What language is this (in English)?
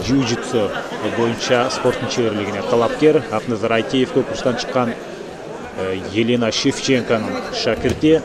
Kyrgyz